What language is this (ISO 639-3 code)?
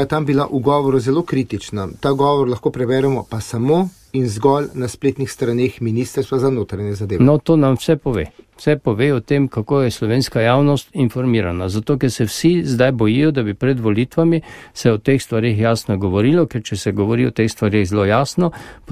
slv